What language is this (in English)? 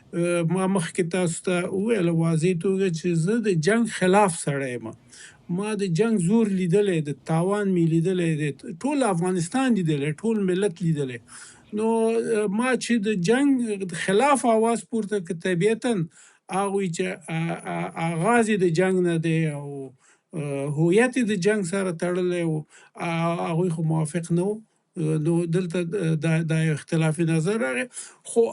Pashto